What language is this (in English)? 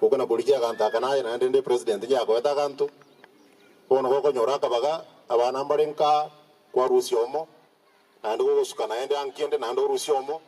Gusii